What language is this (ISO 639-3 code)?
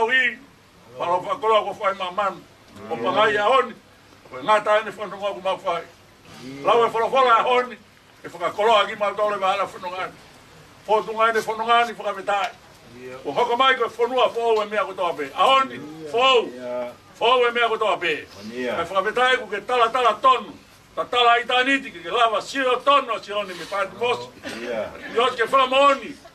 ton